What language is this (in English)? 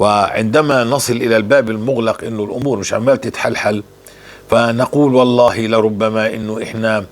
North Levantine Arabic